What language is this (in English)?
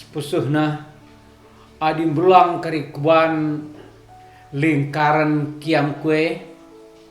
Batak Karo